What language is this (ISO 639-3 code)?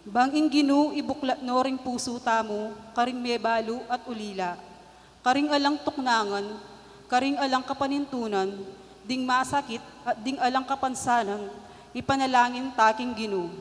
pam